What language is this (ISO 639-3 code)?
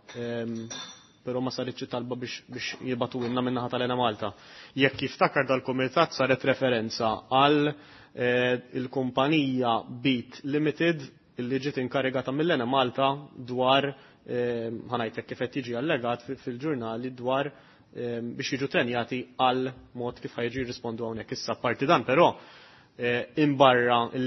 mlt